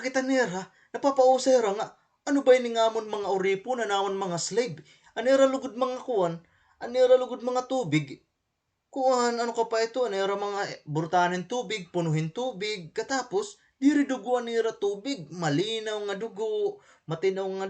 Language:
Waray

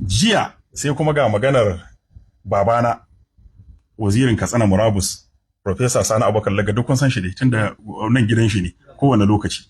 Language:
Hausa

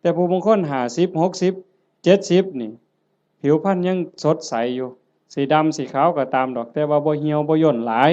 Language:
Northeastern Thai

